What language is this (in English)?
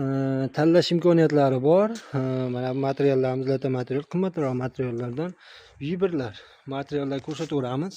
Uzbek